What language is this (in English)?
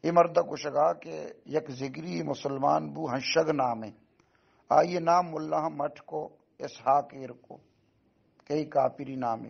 Baluchi